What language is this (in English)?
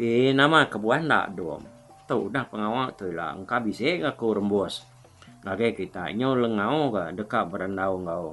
Iban